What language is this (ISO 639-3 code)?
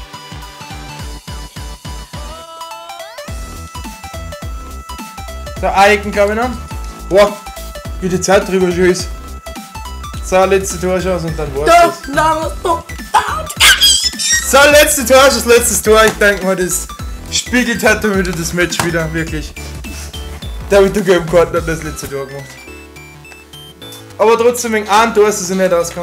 deu